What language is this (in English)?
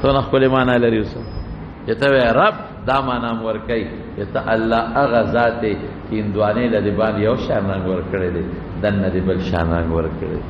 Pashto